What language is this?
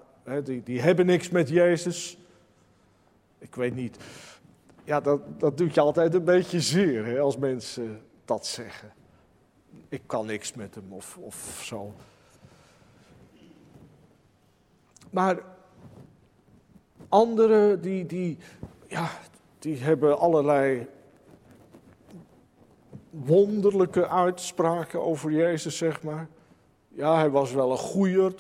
Dutch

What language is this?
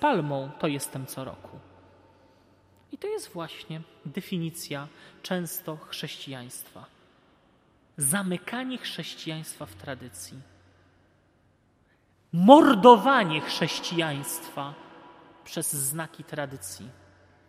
Polish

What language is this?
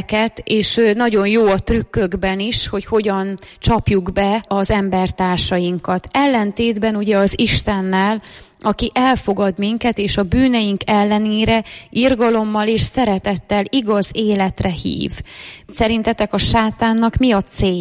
Hungarian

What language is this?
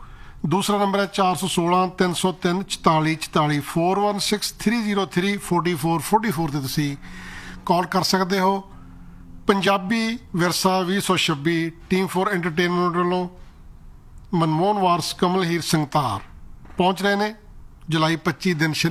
Punjabi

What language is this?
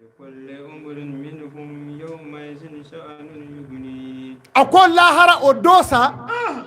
Bambara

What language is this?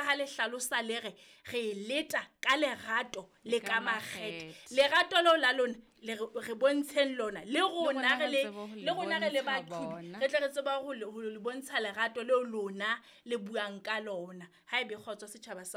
Southern Sotho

